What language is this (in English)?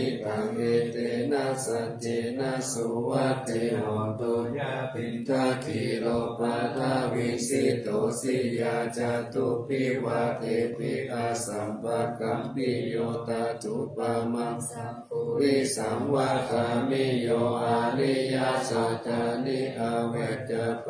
Pali